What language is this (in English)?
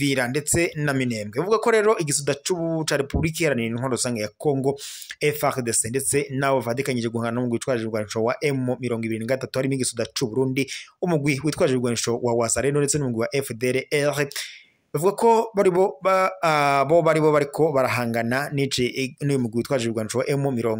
Rundi